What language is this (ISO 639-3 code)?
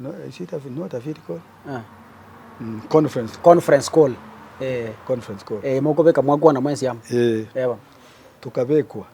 guz